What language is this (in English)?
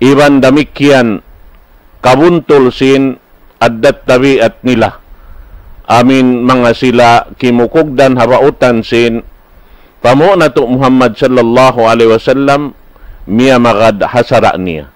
Tausug